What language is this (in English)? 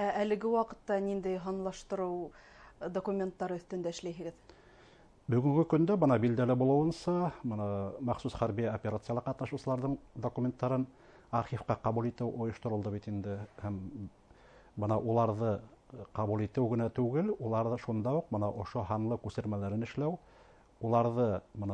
Bashkir